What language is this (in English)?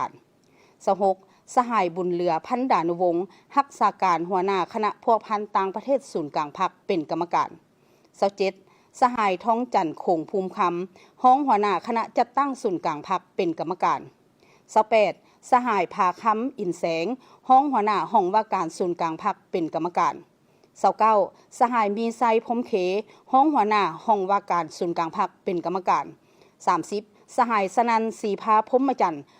Lao